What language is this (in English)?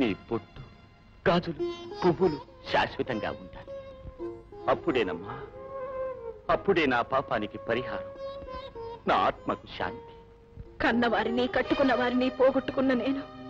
Telugu